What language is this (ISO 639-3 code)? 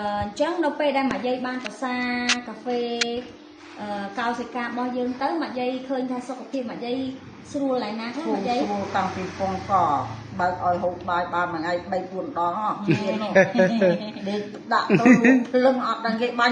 khm